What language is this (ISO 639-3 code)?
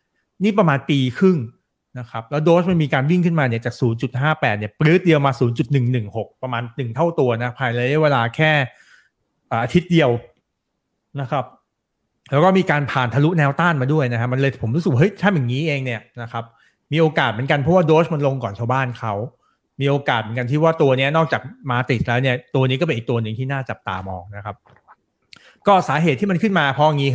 tha